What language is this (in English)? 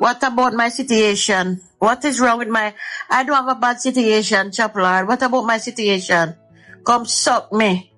Jamaican Creole English